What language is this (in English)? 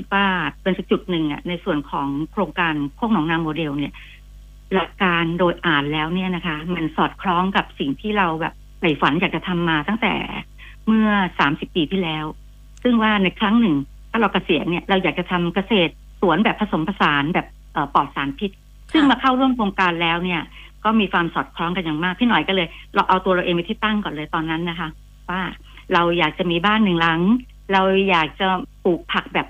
Thai